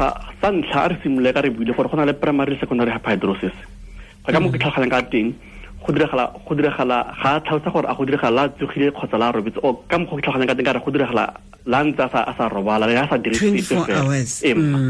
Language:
Tswana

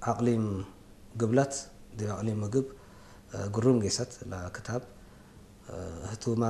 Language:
Tigrinya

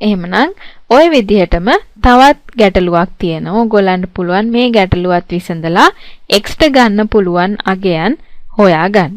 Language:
Sinhala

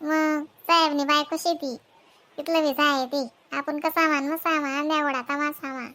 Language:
Khandesi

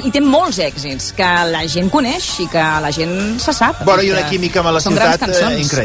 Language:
Catalan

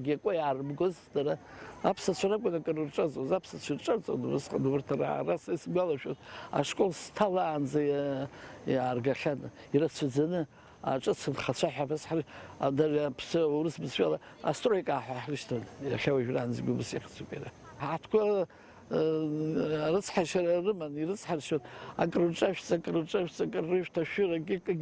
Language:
Abkhazian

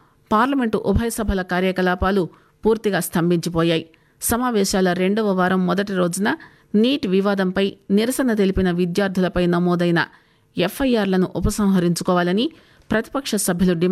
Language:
Telugu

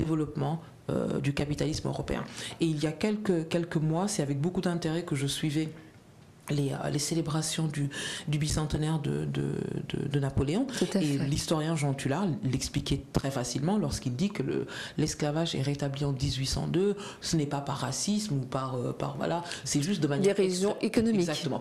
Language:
French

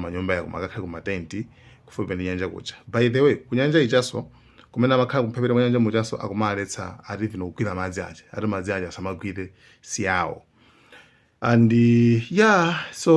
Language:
Nyanja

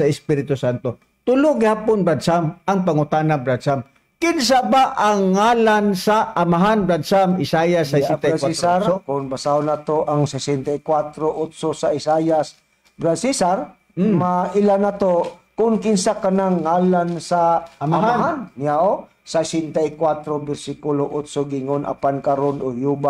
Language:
Cebuano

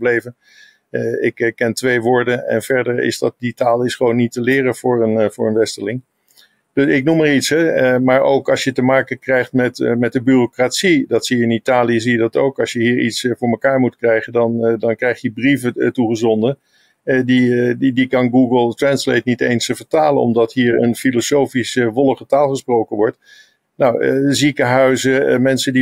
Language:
Dutch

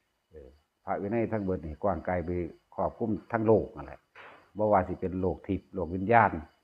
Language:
Lao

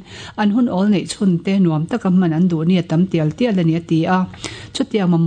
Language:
Mizo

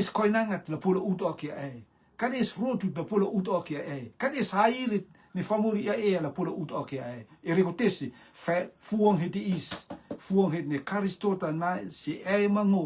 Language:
Rotuman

